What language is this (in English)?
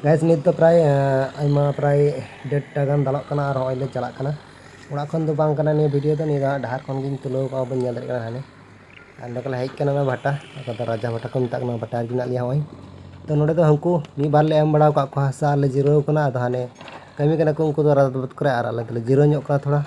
Santali